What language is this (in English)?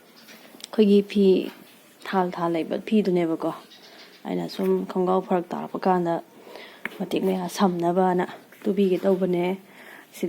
Manipuri